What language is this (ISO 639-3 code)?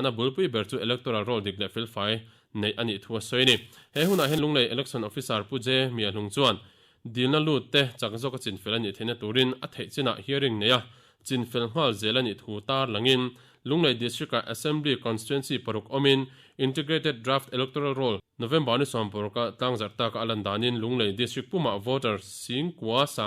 lus